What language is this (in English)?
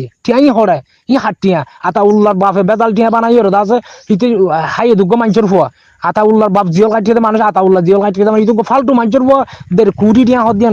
Rohingya